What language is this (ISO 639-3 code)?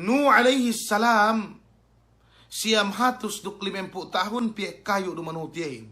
yka